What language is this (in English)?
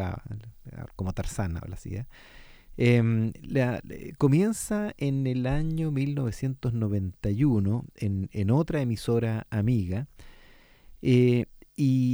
Spanish